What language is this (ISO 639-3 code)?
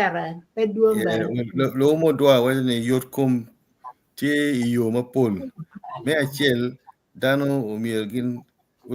ach